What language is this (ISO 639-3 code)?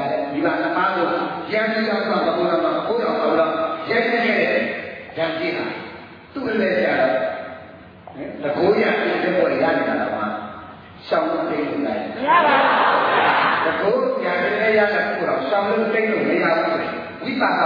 mya